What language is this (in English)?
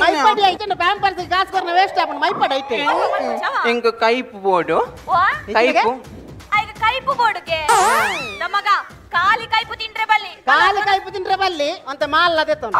Tulu